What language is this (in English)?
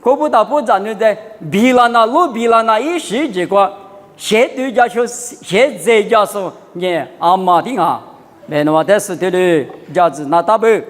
Lisu